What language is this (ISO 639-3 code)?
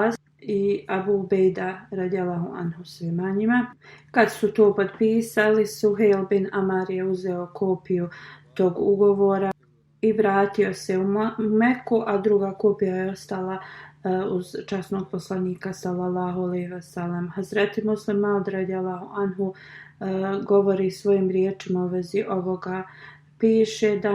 bos